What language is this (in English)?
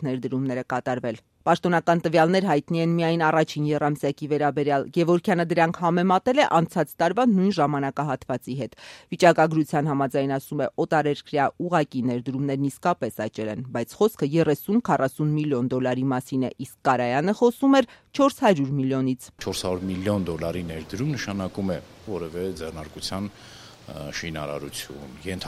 Armenian